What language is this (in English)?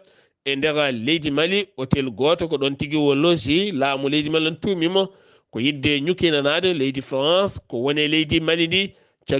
Fula